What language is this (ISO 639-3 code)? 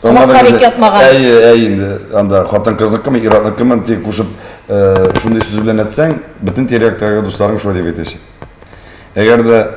tat